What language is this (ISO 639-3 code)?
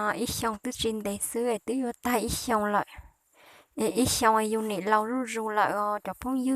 hmn